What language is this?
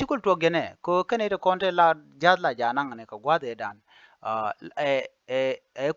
Nuer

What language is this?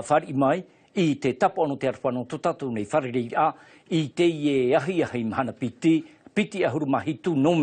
Tahitian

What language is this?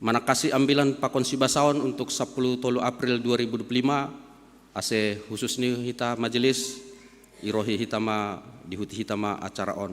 Batak Simalungun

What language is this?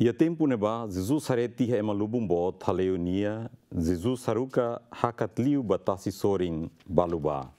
Tetum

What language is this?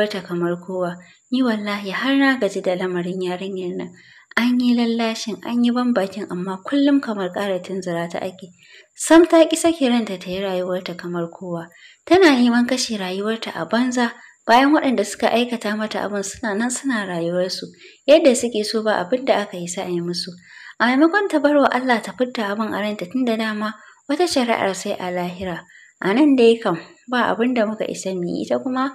Hausa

